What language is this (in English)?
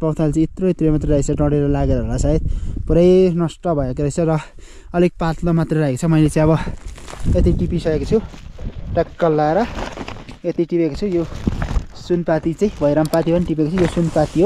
Nepali